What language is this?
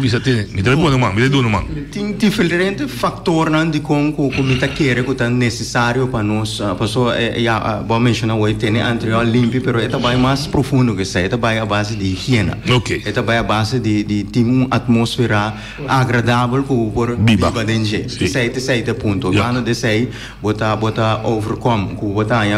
Papiamento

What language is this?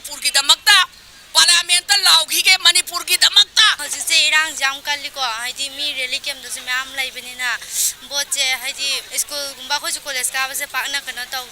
Manipuri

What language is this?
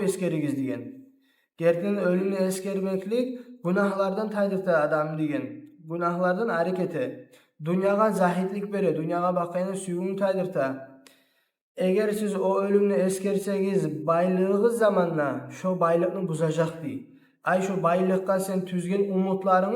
Kumyk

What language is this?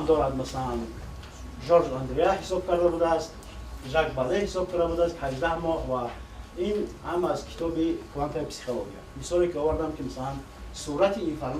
Tajik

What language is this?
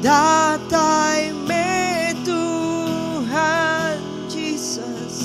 Iban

